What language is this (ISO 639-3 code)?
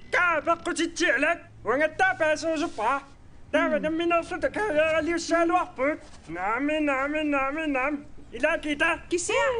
kal